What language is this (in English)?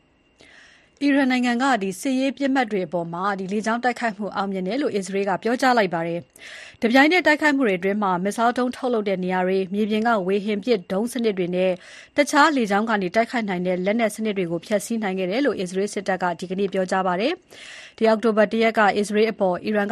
Burmese